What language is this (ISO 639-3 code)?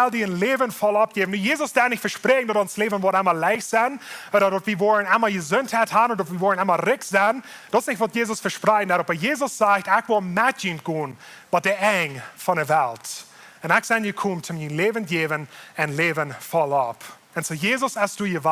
pdt